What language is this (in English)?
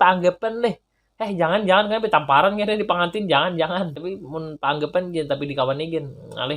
Banjar